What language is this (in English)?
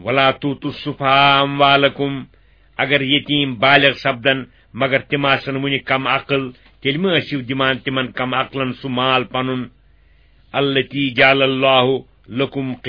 Kashmiri